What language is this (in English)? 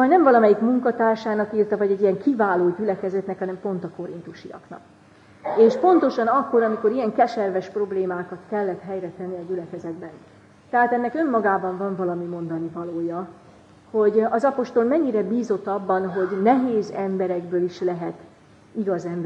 Hungarian